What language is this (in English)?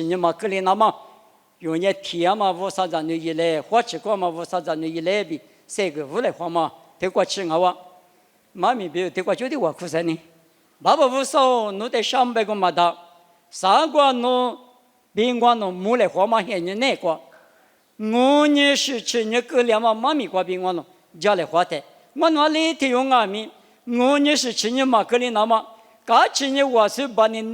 Lisu